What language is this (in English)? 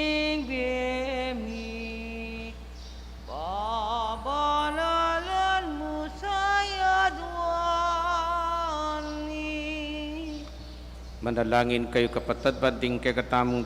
Pampanga